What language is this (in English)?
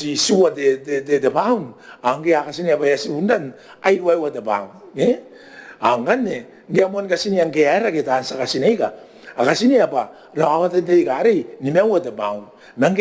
Gilbertese